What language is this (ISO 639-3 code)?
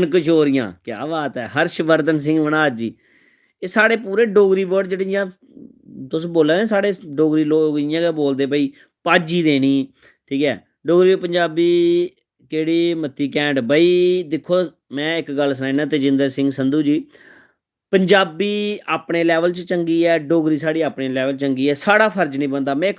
doi